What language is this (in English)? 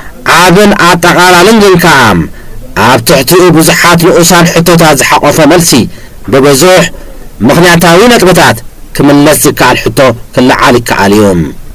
Tigrinya